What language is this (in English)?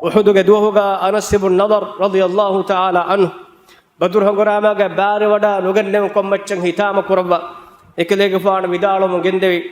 Divehi